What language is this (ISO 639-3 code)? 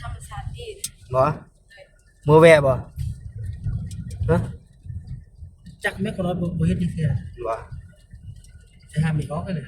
tts